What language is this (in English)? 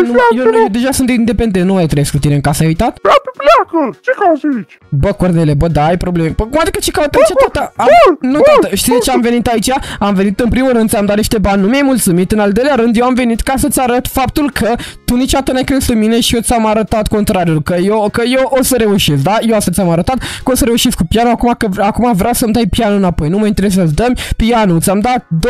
Romanian